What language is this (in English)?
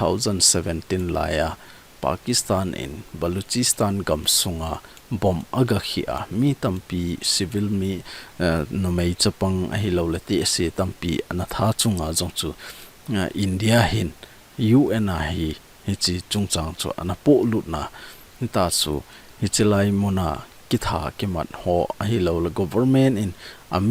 Thado Chin